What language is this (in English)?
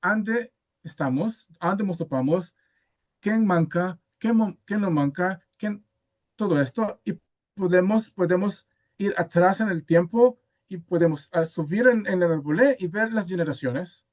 Ladino